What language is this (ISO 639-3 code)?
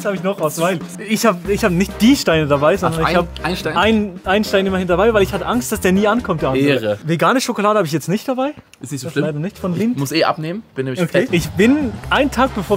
gsw